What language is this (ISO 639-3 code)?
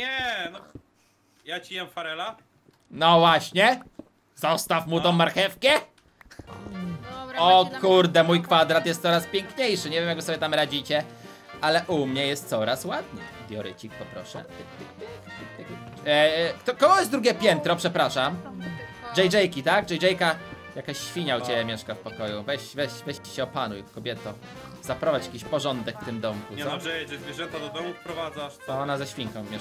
pol